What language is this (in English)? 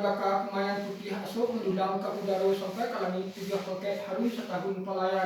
Minangkabau